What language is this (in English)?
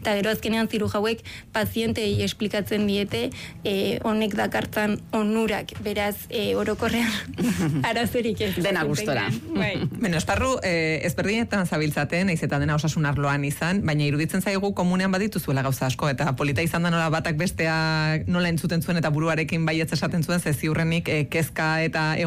Basque